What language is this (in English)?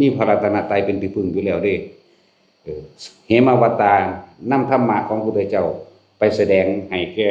Northeastern Thai